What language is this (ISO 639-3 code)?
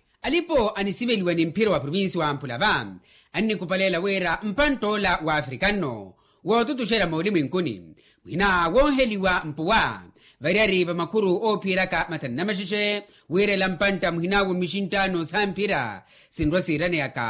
vmw